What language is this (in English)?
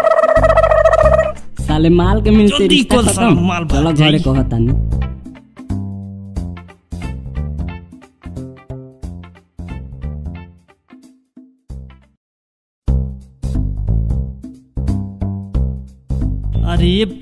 Bhojpuri